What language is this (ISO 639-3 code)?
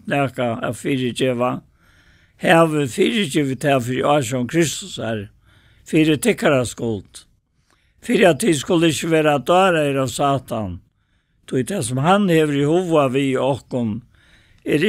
fao